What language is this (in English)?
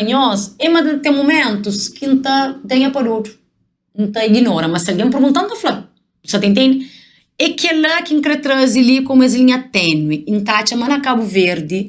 Kabuverdianu